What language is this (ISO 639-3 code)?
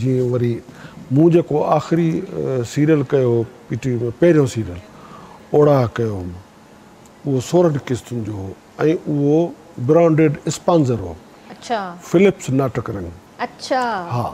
snd